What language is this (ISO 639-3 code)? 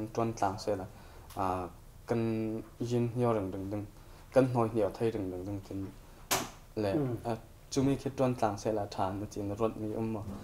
cfm